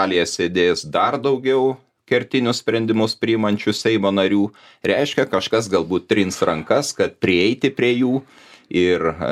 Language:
Lithuanian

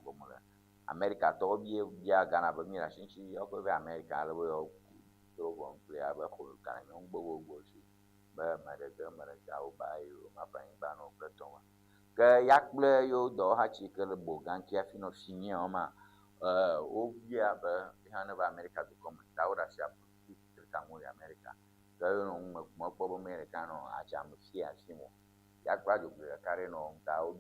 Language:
Ewe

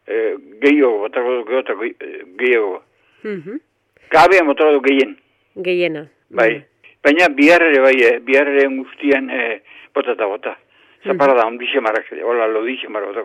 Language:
Basque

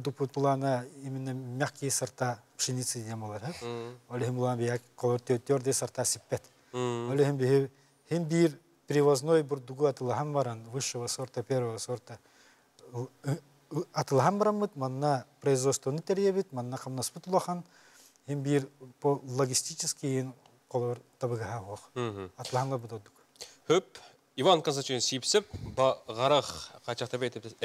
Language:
Yakut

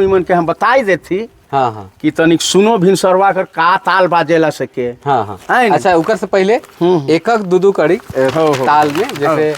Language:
Sadri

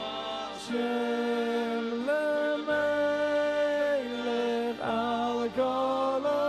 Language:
Yiddish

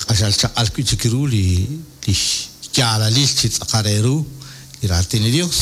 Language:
Kekchí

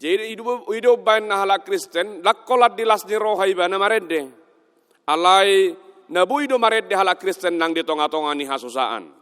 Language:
Batak Toba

